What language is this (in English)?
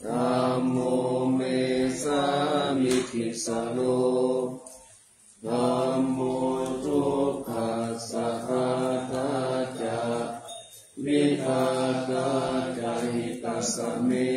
Pali